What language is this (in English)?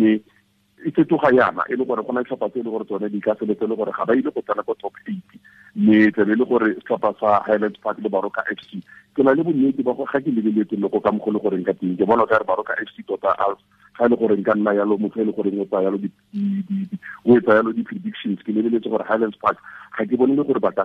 Tswana